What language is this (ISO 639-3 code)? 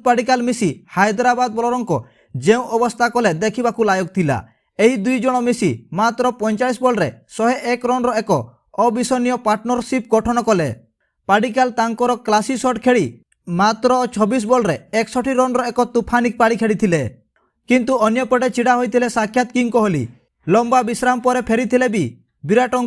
ori